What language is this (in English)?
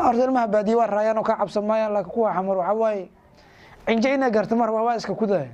Somali